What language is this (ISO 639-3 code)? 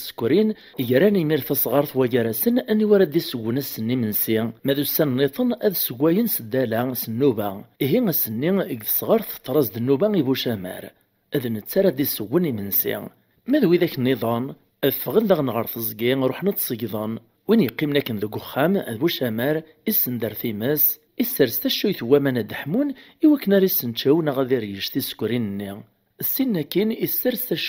kab